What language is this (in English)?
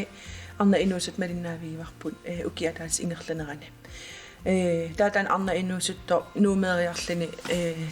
Kalaallisut